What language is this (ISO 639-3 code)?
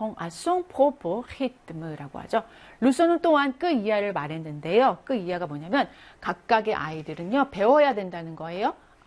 kor